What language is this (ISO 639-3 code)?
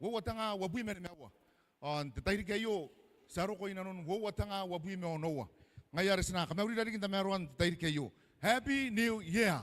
gil